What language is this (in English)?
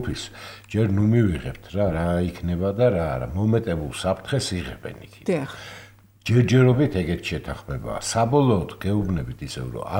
Georgian